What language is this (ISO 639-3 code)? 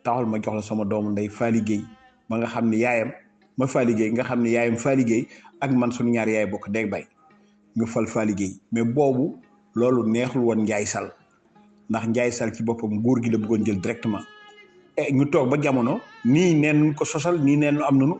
wol